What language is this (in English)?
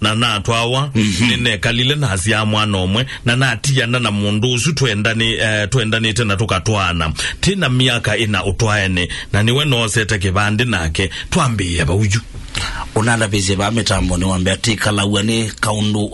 Kamba